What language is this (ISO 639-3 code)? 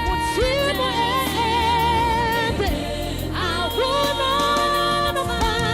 ven